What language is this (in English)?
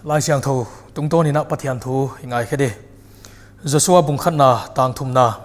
Paite Chin